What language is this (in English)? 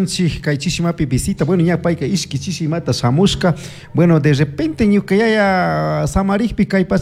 Chimborazo Highland Quichua